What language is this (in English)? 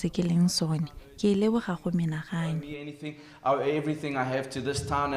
Tswana